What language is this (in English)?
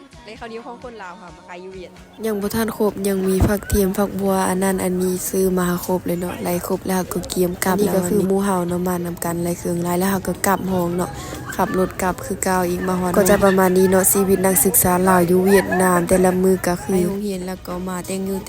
Lao